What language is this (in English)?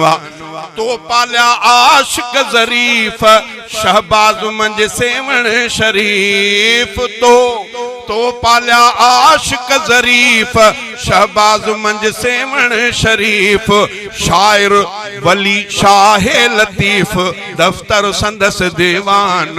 Sindhi